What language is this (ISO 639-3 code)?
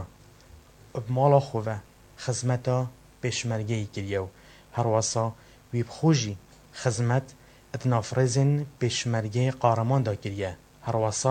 kur